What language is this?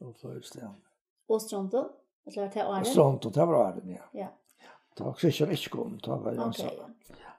Faroese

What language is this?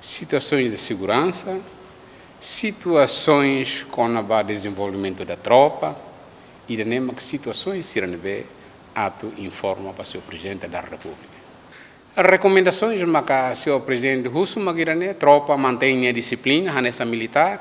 Tetum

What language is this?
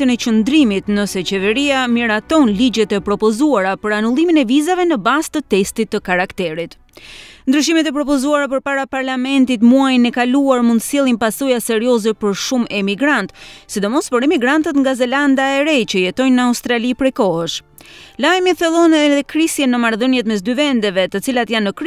Albanian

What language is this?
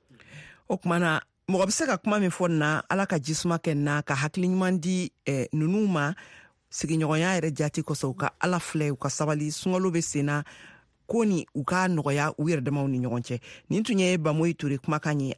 Bambara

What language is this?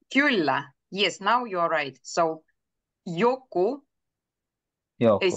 Finnish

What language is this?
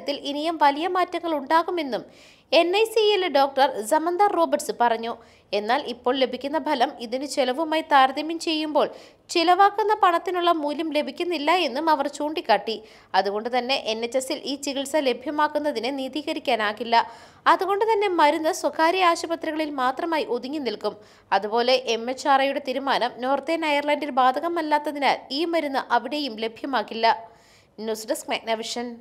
Malayalam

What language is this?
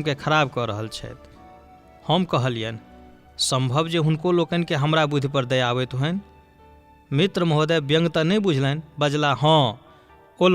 Maithili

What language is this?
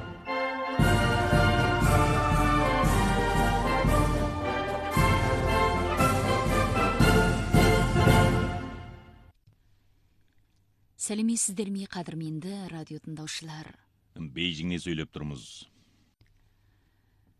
Kazakh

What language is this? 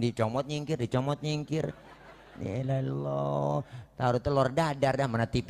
Betawi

